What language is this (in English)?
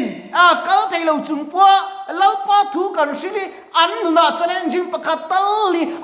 Mizo